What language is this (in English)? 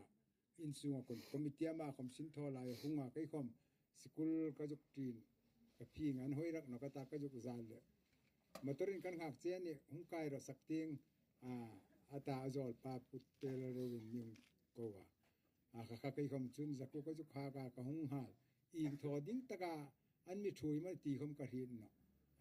Hmar